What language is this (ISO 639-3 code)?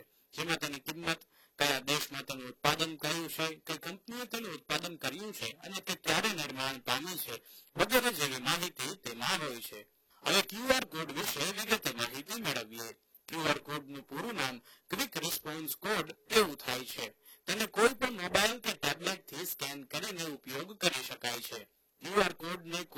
guj